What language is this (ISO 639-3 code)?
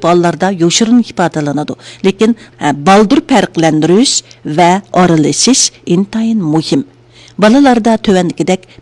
uig